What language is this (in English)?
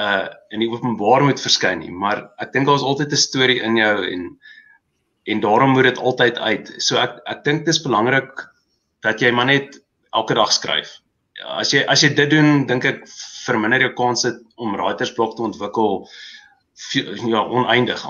Afrikaans